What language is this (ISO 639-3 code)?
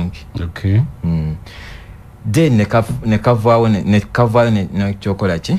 lug